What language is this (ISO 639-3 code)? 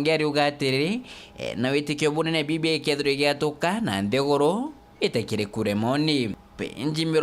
mer